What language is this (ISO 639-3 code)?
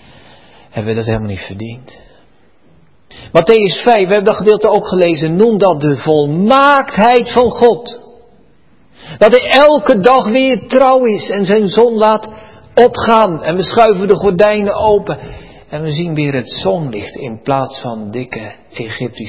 nld